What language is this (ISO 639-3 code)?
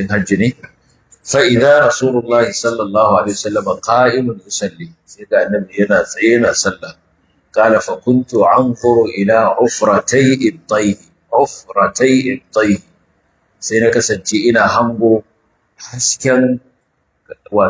hau